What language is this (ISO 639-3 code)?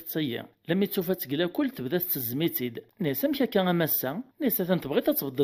kab